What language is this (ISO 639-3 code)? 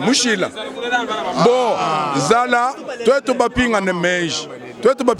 lua